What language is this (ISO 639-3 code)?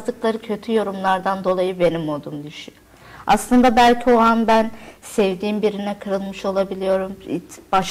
tur